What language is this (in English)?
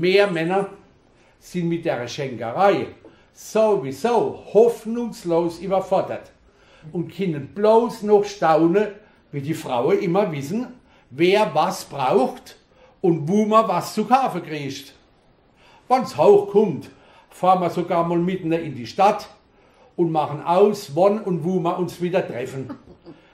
Palatine German